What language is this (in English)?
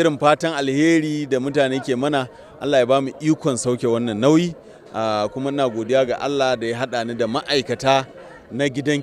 Hausa